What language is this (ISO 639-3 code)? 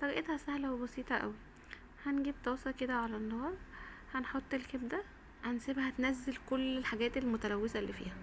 arz